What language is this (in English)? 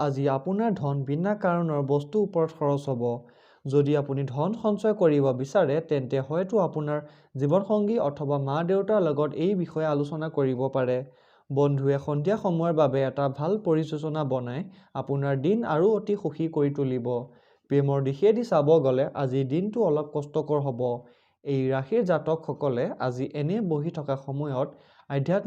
Assamese